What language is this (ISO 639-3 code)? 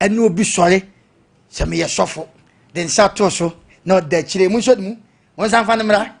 aka